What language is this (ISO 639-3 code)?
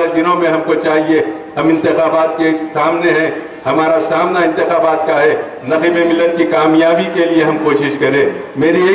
urd